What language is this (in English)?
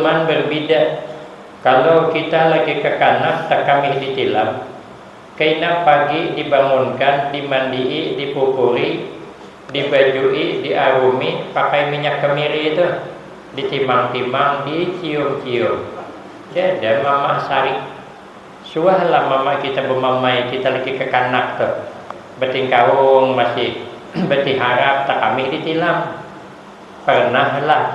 Banjar